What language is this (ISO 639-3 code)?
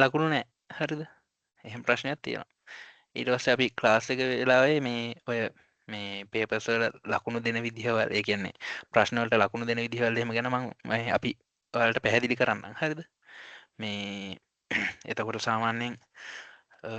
sin